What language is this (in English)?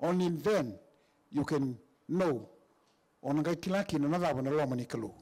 Fijian